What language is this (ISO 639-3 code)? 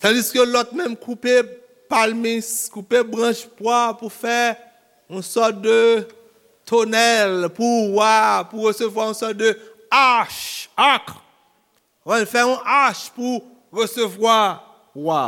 hat